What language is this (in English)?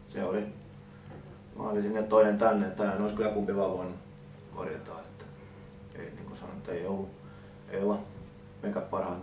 Finnish